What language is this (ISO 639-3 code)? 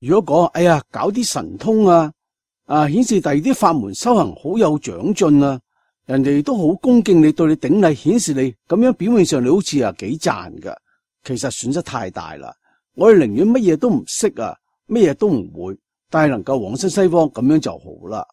yue